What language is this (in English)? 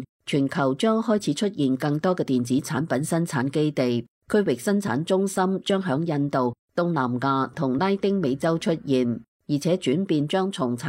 Cantonese